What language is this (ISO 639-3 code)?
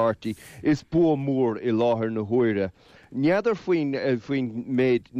gle